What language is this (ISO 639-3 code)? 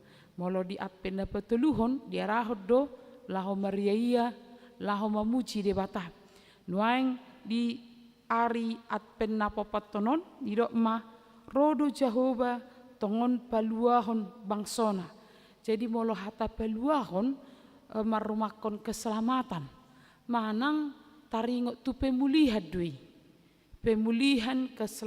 bbc